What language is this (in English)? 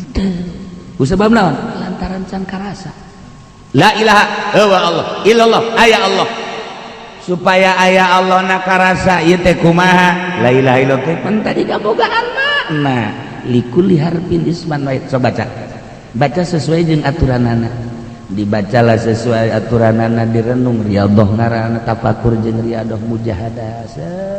Sundanese